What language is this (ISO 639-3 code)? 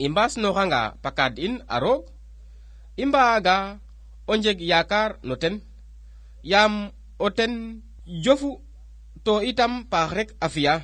srr